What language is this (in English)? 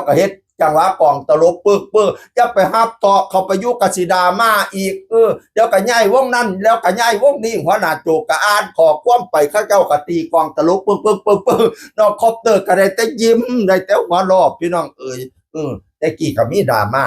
Northeastern Thai